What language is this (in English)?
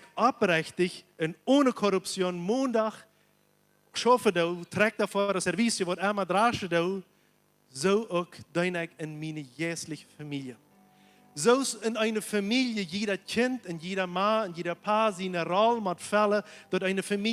Plautdietsch